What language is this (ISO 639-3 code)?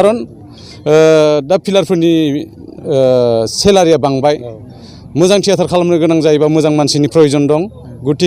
brx